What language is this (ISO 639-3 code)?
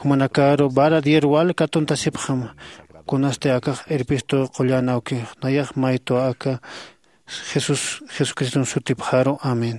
aym